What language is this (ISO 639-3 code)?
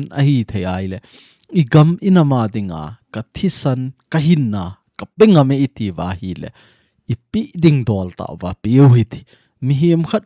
tcz